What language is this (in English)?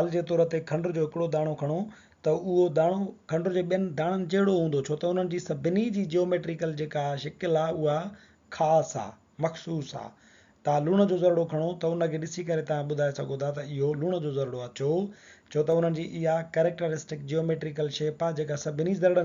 Sindhi